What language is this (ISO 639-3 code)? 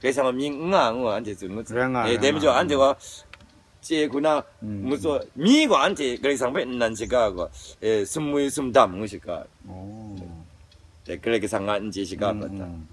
kac